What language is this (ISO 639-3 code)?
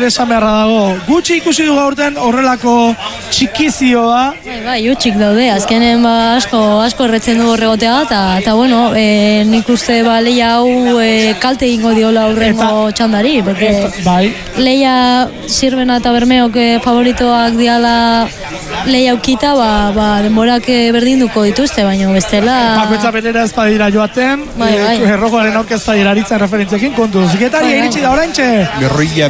eus